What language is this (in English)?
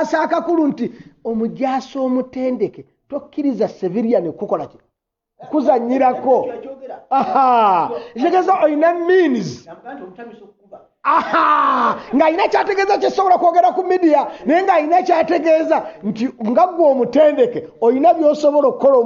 Ganda